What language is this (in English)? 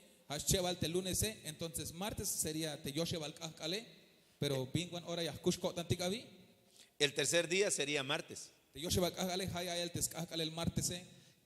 Tzeltal